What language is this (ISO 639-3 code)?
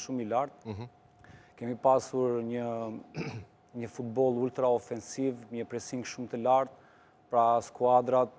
sqi